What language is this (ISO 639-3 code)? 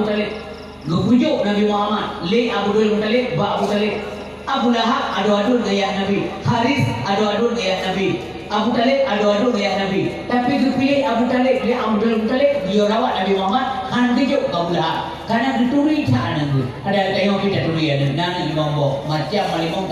ace